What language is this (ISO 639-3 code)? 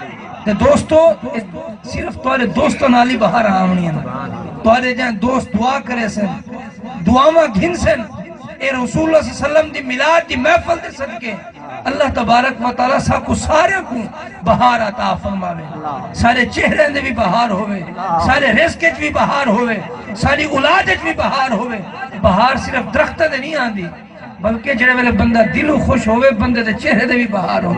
skr